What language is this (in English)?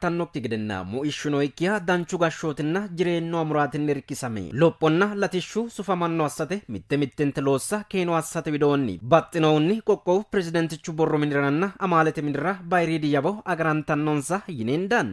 Sidamo